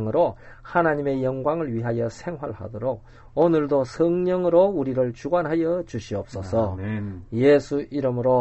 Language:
Korean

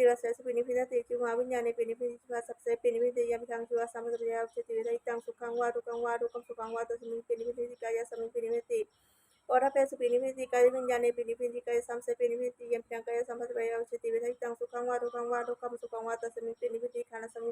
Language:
Pali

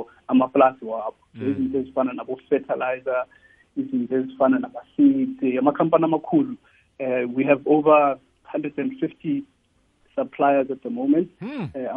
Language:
South Ndebele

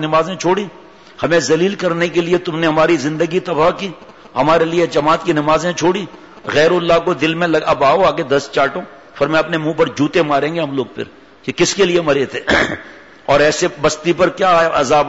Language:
Urdu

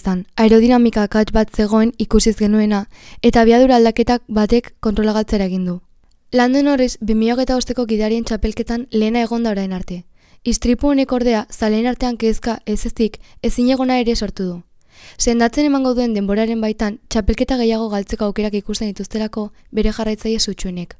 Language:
Basque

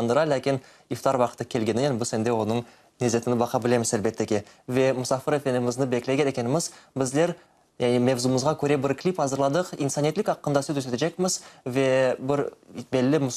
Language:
Crimean Tatar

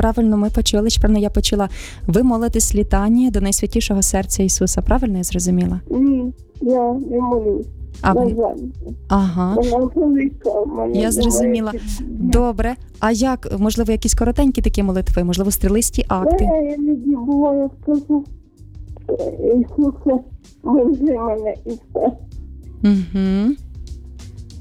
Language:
Ukrainian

